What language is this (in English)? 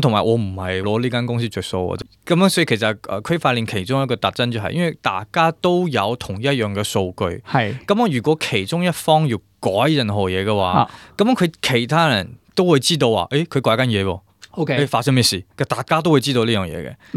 Cantonese